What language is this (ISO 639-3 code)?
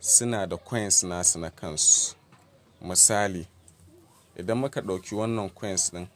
hau